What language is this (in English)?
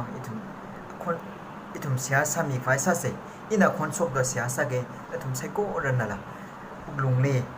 Tangkhul Naga (India)